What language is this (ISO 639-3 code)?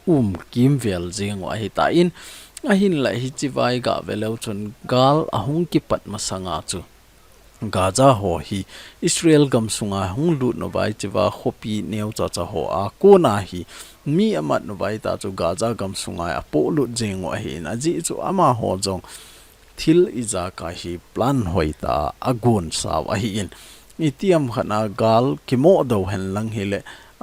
tcz